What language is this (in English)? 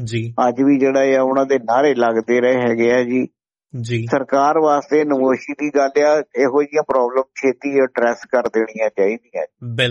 Punjabi